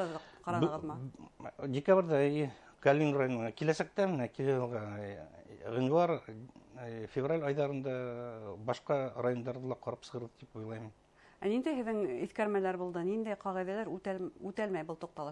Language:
Bashkir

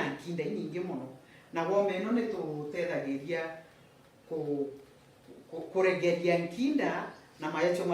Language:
Meru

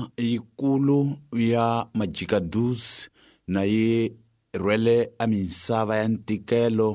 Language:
Tsonga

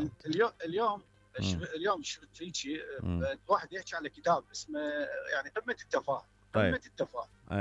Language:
Mesopotamian Arabic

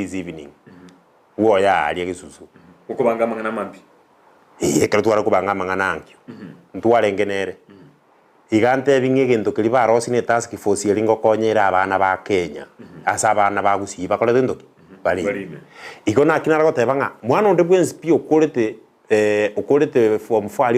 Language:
Gusii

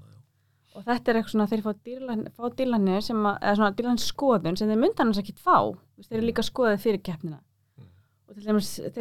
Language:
Icelandic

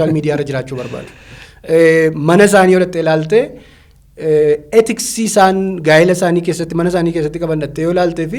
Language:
Oromo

